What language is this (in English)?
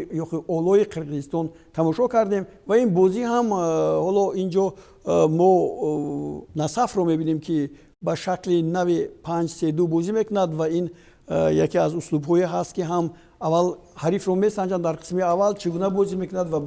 Tajik